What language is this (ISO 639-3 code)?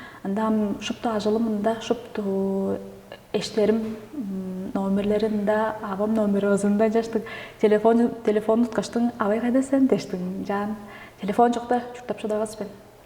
tyv